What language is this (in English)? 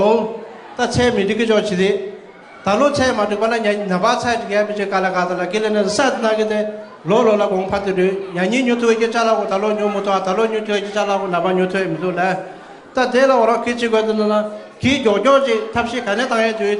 Tibetan